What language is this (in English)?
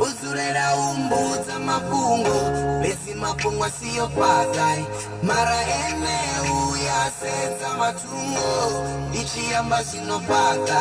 Venda